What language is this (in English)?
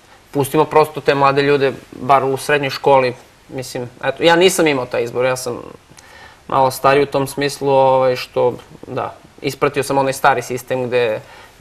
Serbian